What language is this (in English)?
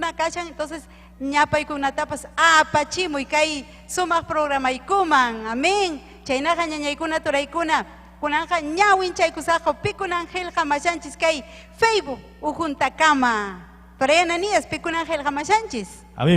Ayacucho Quechua